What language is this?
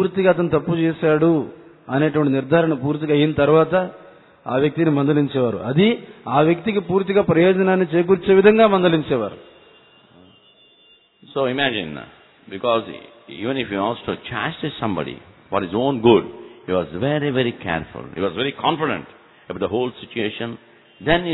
Telugu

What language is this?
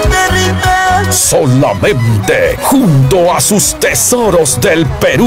Ayacucho Quechua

